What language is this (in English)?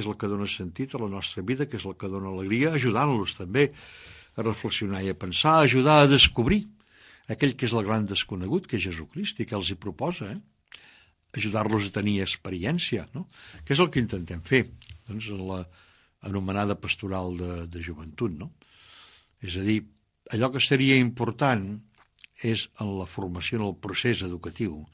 Catalan